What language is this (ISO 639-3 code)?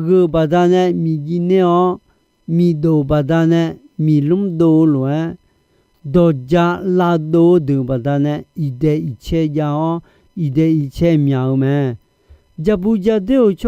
ahk